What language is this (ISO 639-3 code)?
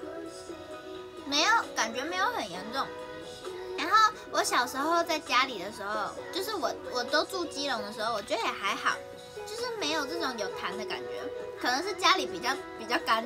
zho